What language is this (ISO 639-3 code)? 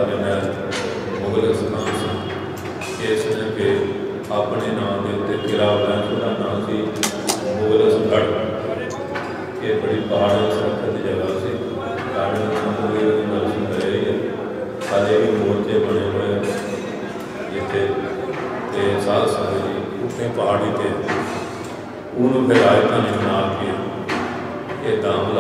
pan